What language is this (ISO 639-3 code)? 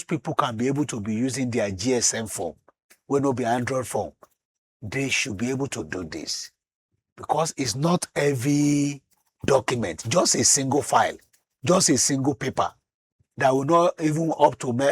pcm